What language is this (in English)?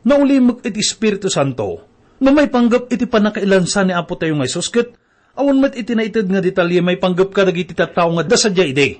Iloko